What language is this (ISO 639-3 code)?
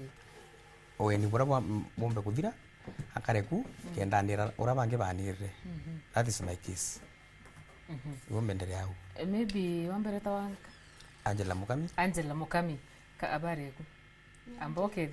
mer